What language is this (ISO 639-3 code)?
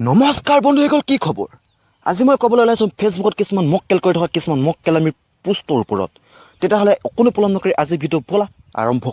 asm